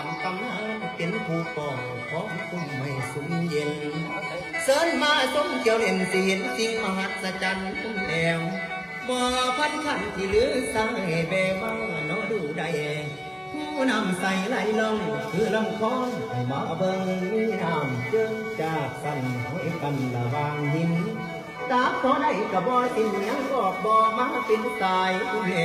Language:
Northeastern Thai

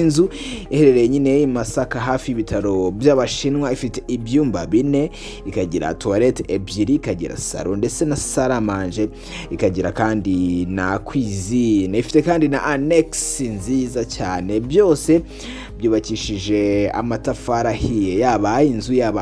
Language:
Kinyarwanda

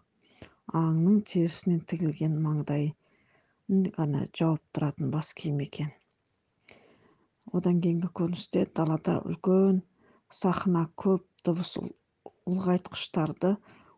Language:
Kazakh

